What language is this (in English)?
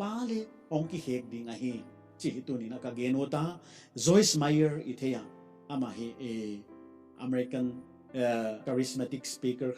Paite Chin